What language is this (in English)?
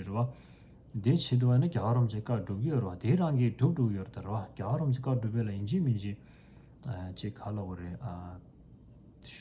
Tibetan